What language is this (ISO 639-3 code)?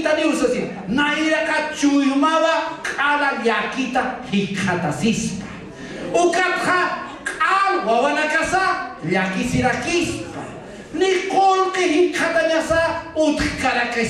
aym